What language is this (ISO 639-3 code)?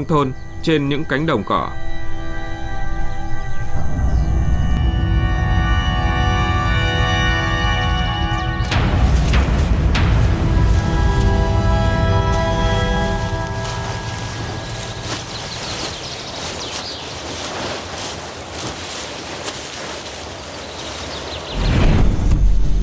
vie